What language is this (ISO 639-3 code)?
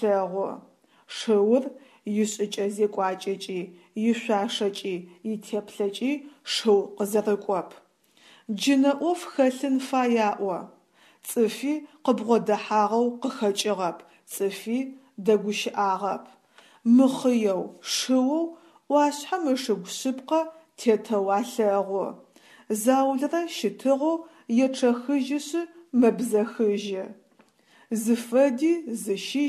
ady